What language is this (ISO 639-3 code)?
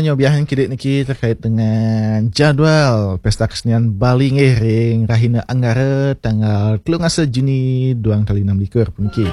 ban